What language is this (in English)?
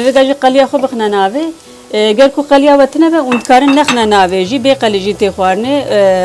Kurdish